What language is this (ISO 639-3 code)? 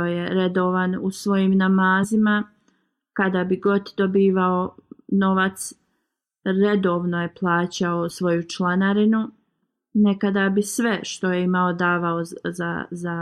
bos